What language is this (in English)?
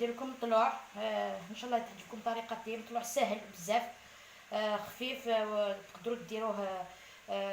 Algerian Arabic